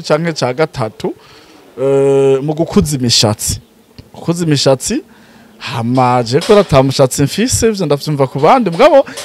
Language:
Rundi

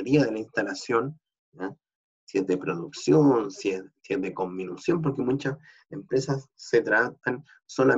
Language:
Spanish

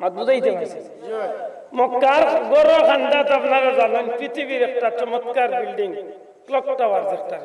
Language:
Sylheti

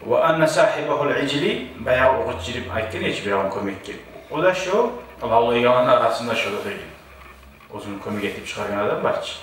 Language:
Kumyk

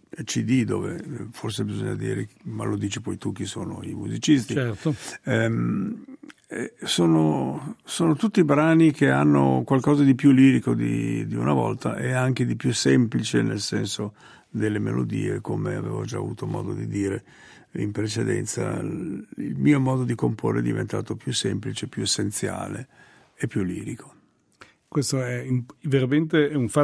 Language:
Italian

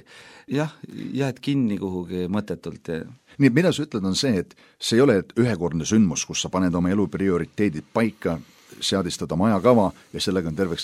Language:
Estonian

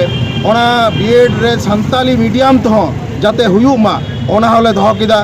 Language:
Santali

